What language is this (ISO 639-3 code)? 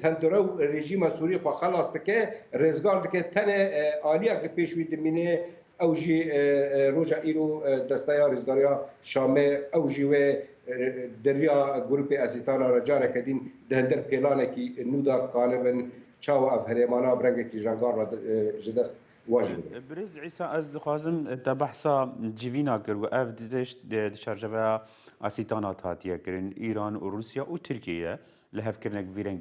kur